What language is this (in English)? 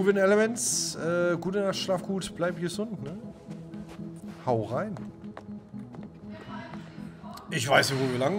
German